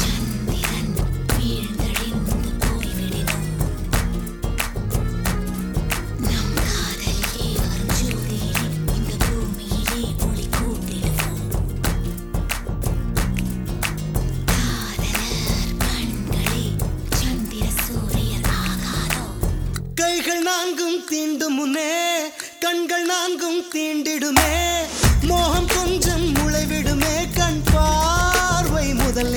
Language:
Tamil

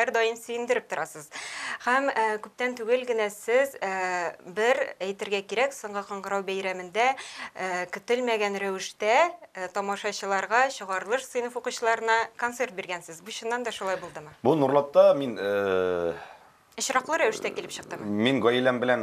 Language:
Tatar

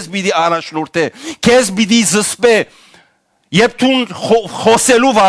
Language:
Western Armenian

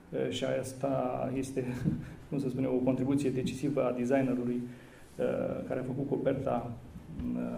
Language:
Romanian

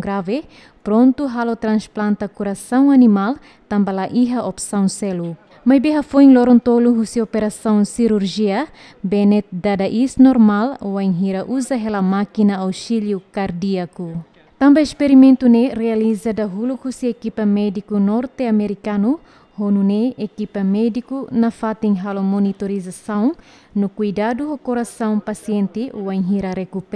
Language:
Tetum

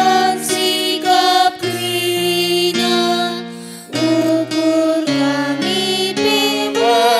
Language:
Batak Karo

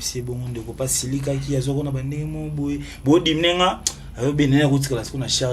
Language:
Lingala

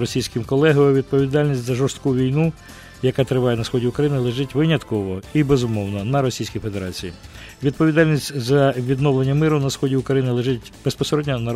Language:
Ukrainian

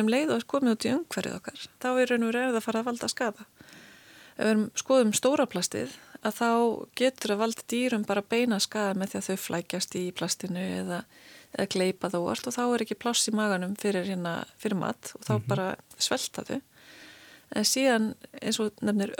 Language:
Icelandic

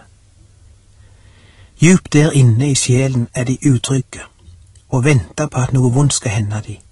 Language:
Norwegian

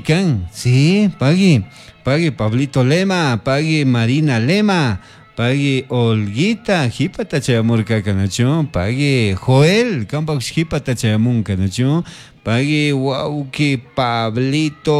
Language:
Chimborazo Highland Quichua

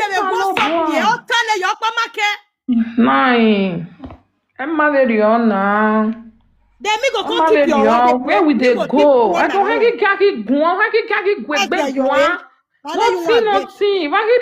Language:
Nigerian Pidgin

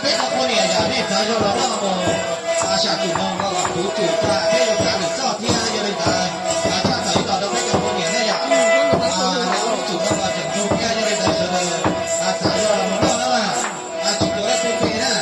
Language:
Hmong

